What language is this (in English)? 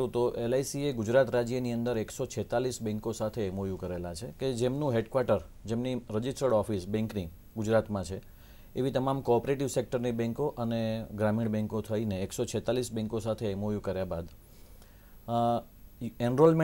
Gujarati